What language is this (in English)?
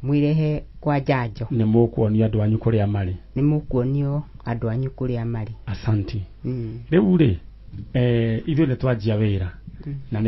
Kikuyu